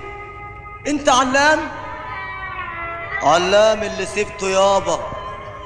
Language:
Egyptian Arabic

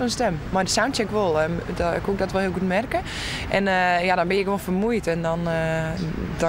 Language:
Western Frisian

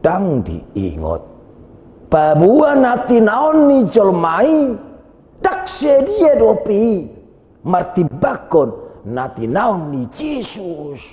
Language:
Batak Toba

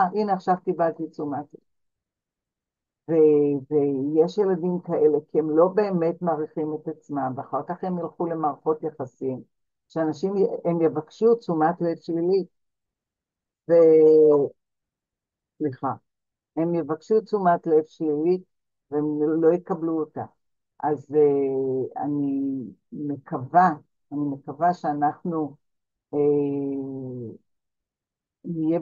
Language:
Hebrew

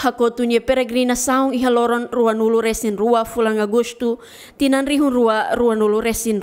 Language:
Tetum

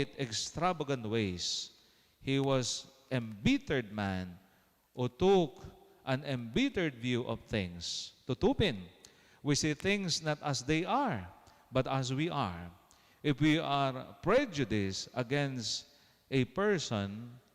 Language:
Pampanga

